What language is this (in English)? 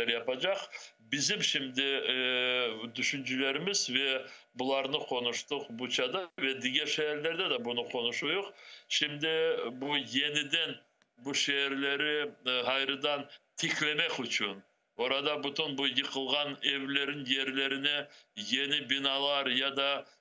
Crimean Tatar